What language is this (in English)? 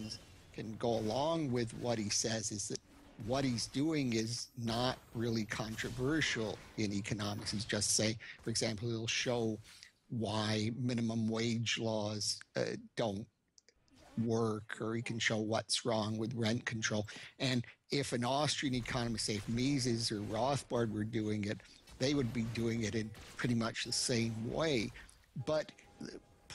English